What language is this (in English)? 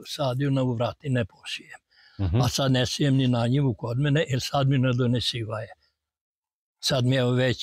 Croatian